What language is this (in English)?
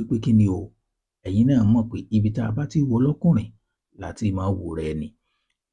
Yoruba